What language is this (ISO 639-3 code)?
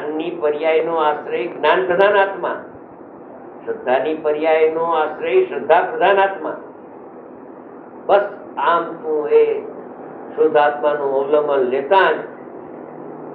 guj